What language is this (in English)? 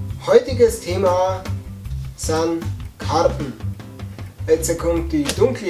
Bavarian